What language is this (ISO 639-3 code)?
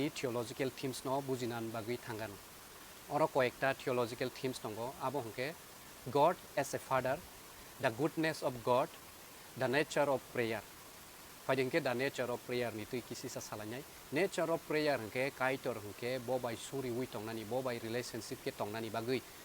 trp